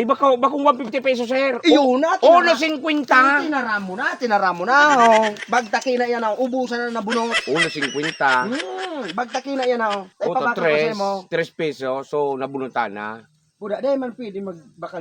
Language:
Bikol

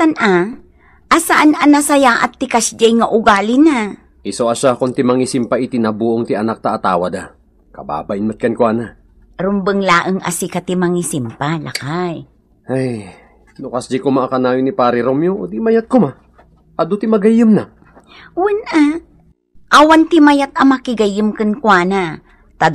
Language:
Iloko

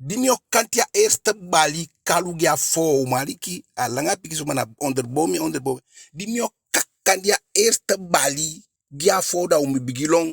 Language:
Eastern Maroon Creole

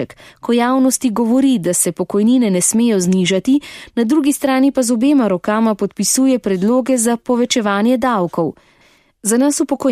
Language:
Slovenian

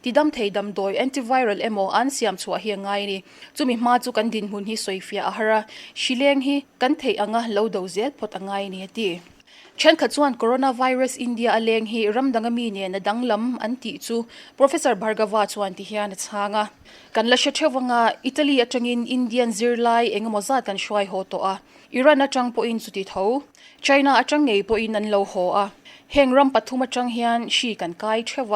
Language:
Mizo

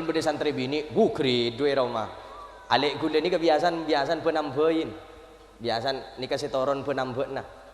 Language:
Madurese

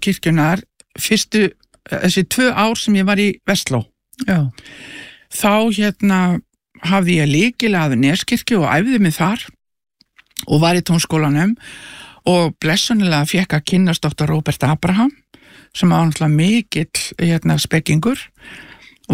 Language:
Icelandic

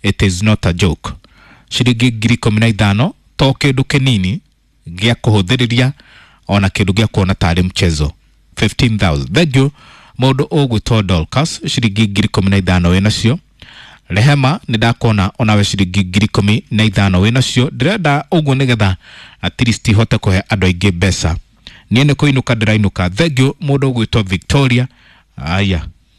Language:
Kikuyu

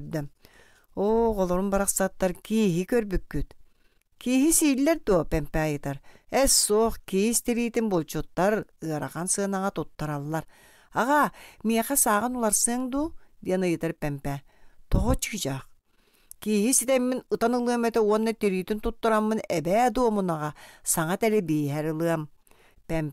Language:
Yakut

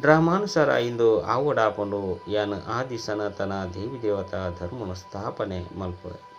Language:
Tulu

